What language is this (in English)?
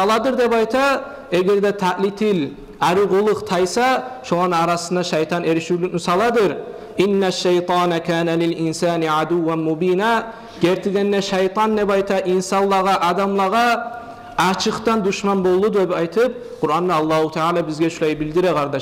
Kumyk